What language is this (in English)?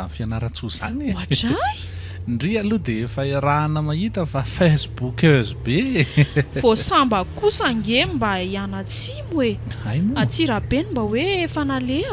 Malagasy